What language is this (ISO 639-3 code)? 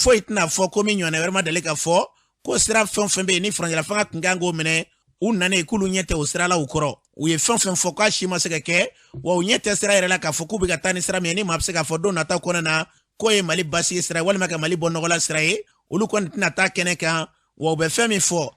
bam